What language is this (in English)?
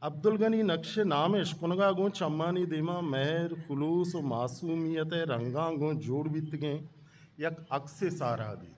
Eastern Balochi